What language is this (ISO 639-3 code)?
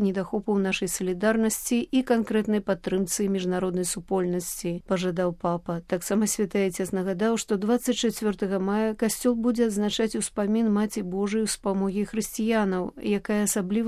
bel